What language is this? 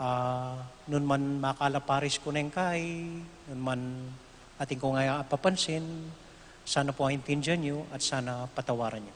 Pampanga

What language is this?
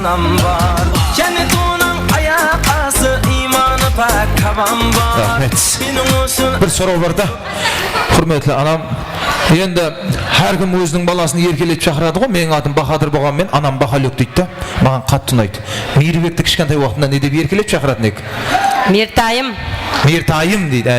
Kara-Kalpak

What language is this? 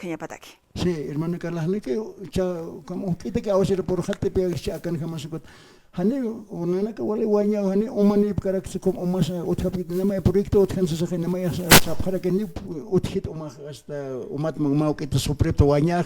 Aymara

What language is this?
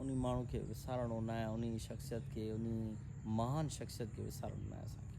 Sindhi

